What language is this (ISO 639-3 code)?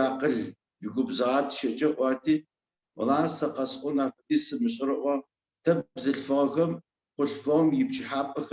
ady